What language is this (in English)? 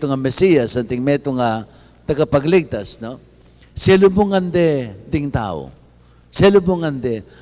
Pampanga